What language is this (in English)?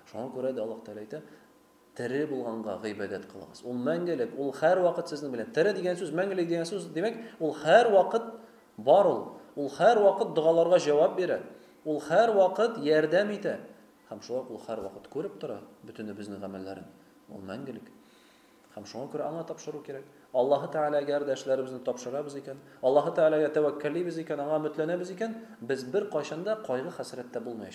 Tatar